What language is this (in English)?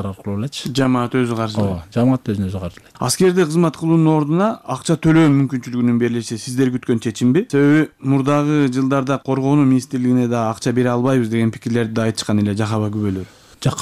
Kyrgyz